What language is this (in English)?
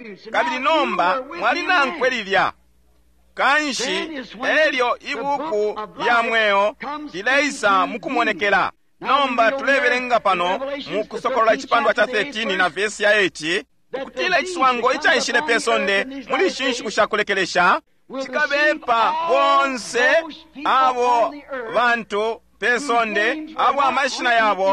Bemba